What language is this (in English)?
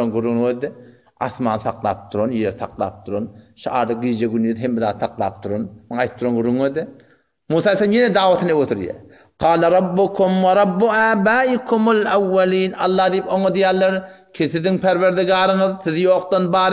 Turkmen